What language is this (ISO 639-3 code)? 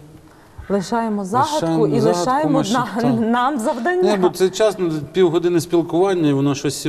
ukr